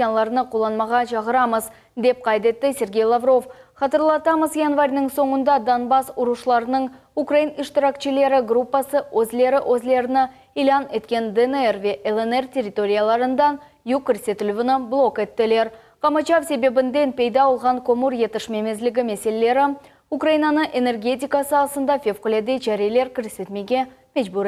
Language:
Crimean Tatar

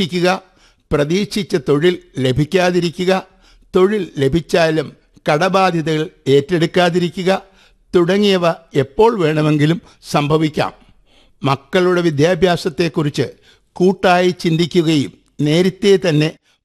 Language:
Malayalam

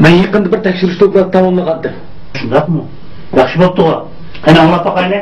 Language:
Uyghur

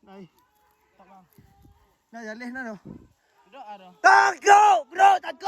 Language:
Minangkabau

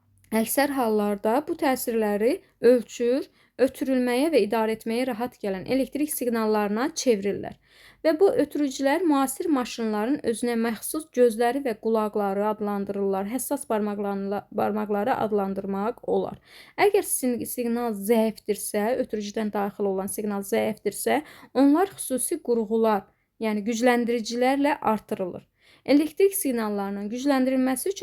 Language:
Azerbaijani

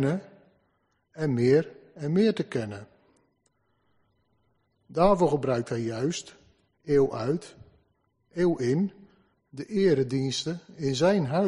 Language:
Dutch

